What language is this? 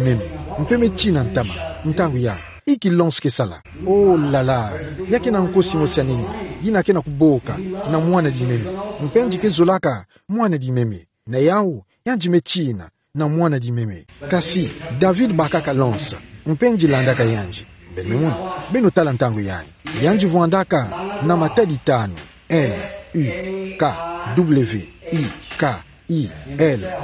Kituba (Democratic Republic of Congo)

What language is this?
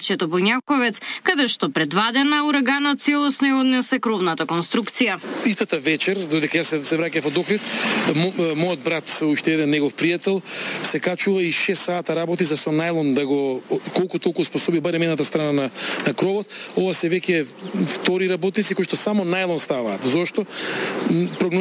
Macedonian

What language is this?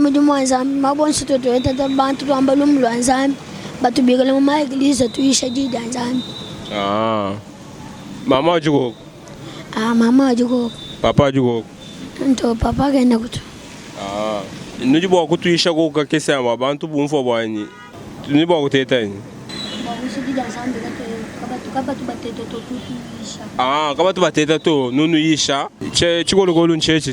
Luba-Lulua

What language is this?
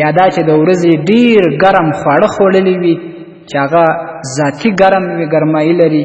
Pashto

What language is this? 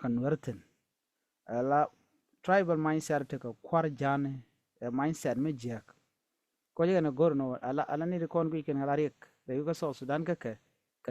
Nuer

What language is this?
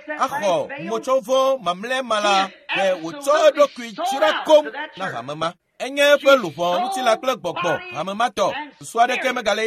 Ewe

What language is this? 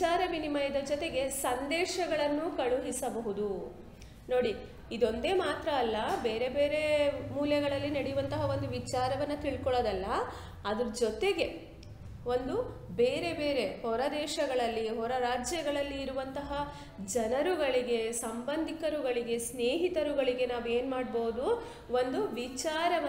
Kannada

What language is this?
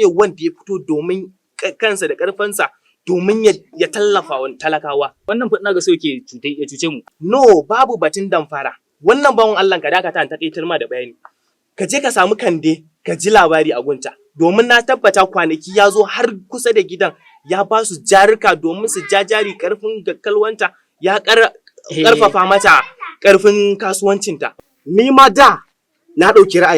Hausa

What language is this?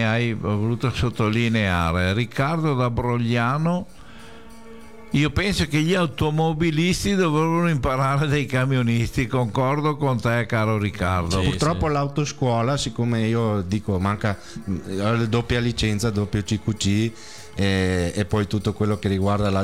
Italian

